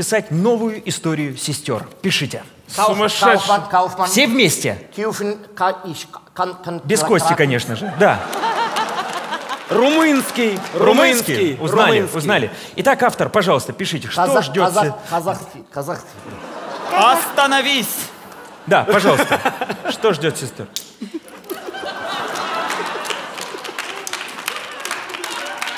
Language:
Russian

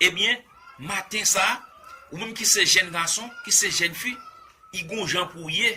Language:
Haitian Creole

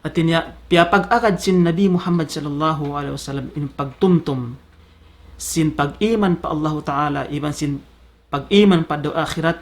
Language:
Tausug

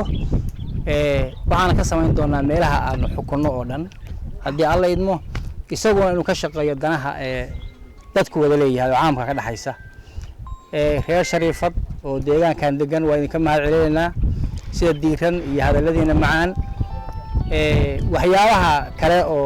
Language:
Somali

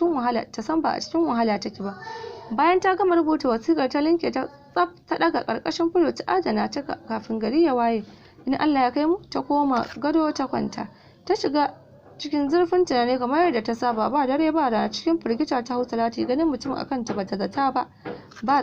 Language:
Hausa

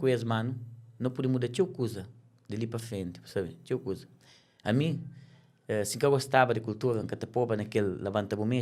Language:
Kabuverdianu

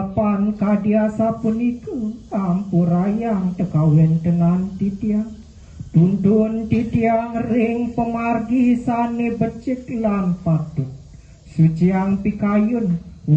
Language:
Balinese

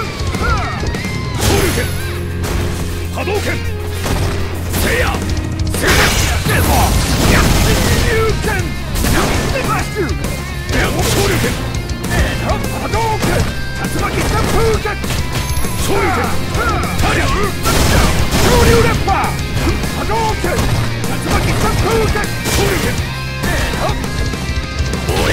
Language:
Japanese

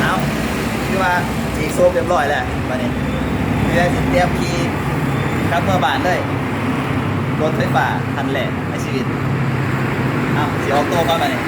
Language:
Lao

